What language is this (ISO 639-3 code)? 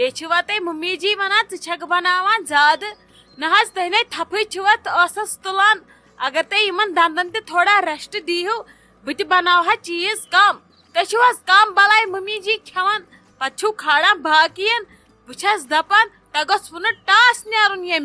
kas